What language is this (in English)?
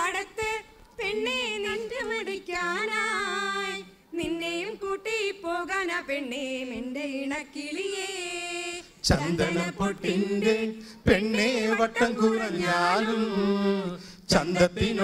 Malayalam